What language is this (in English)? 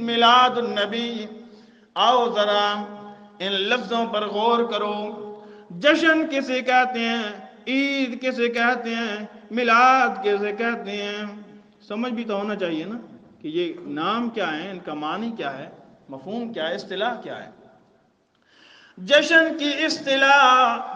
Urdu